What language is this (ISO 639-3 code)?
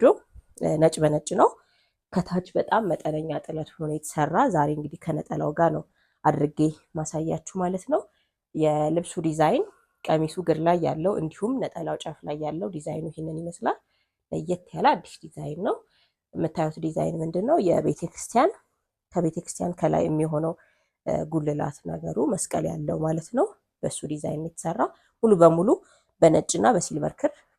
amh